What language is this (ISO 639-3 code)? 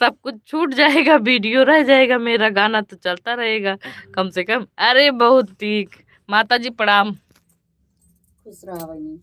awa